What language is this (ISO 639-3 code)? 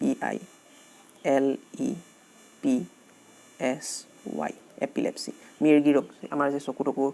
asm